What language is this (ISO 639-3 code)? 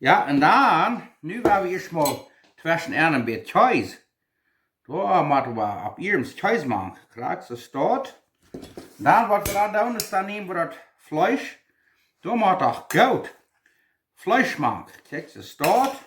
pdt